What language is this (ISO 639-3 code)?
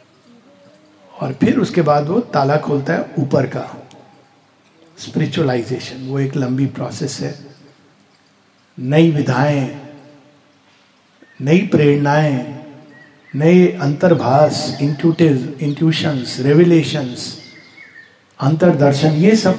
hin